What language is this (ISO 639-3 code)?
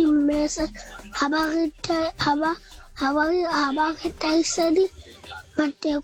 sot